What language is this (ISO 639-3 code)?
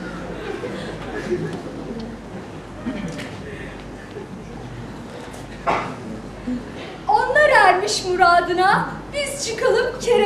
tur